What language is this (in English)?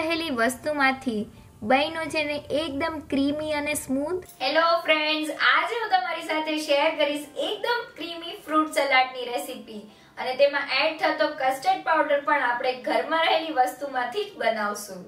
Gujarati